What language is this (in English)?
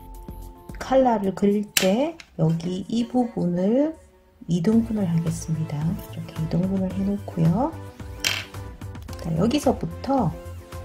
Korean